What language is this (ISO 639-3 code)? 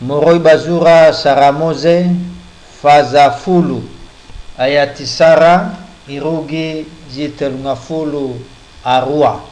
nia